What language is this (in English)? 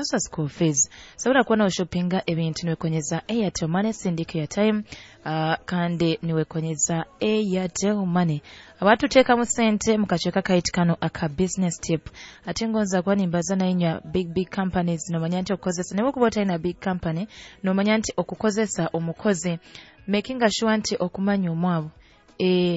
Nyoro